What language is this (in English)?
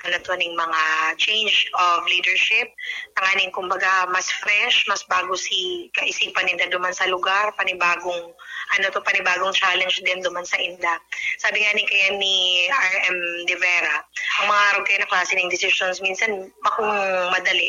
Bikol